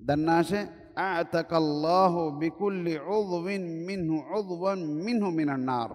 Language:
Divehi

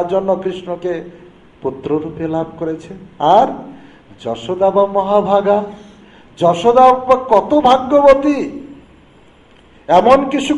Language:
Bangla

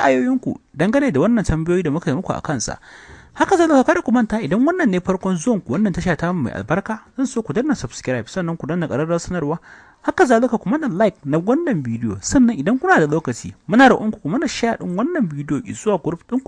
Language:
Hausa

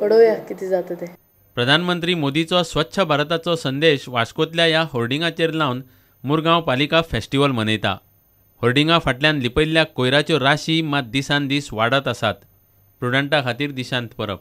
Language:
Konkani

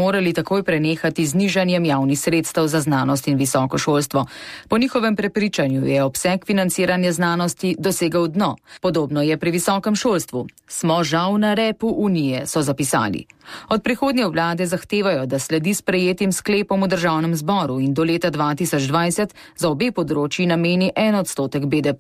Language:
Slovenian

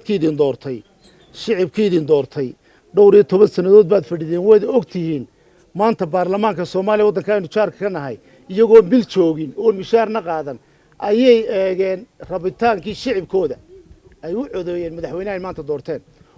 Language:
Somali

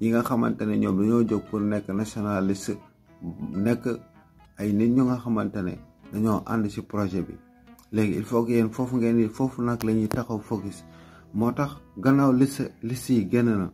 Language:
Wolof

